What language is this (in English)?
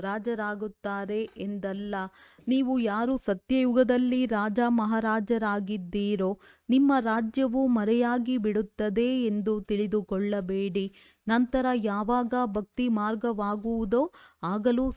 Kannada